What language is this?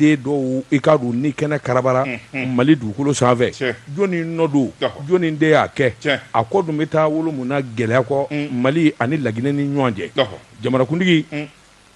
Bambara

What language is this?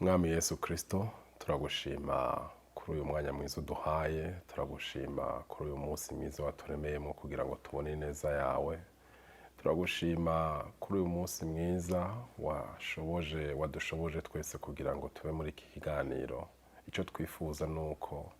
Rundi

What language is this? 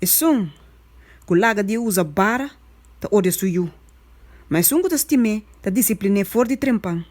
Papiamento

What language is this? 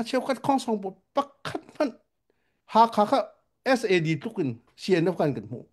Hakha Chin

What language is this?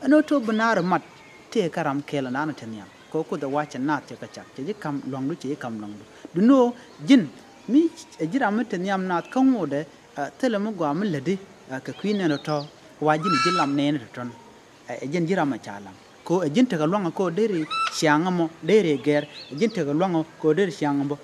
Nuer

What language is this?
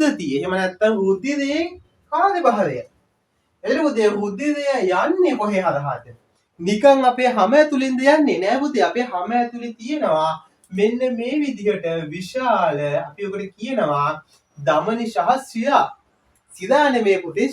Sinhala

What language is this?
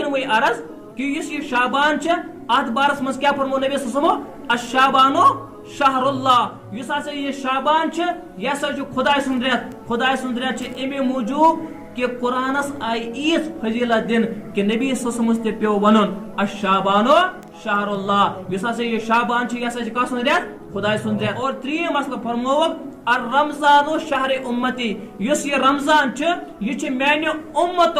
Kashmiri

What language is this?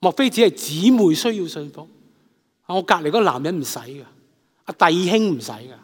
Cantonese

